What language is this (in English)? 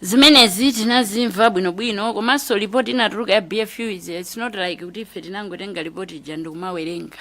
Nyanja